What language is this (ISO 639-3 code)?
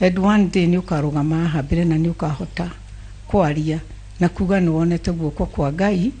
kik